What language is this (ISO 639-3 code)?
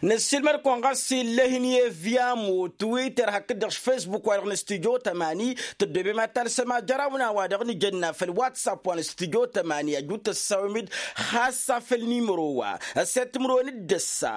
taq